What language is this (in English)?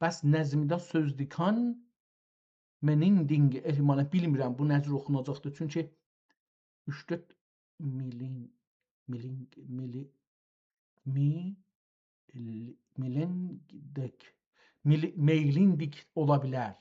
South Azerbaijani